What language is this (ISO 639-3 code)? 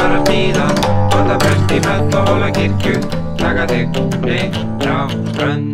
isl